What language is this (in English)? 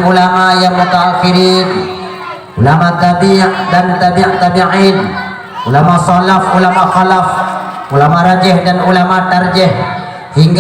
Achinese